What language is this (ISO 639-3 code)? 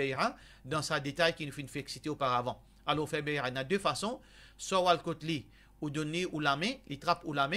mfe